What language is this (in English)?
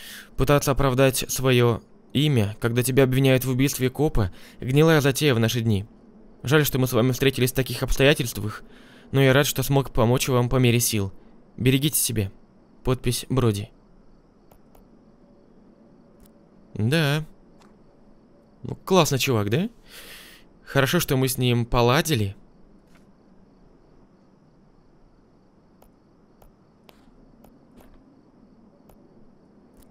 Russian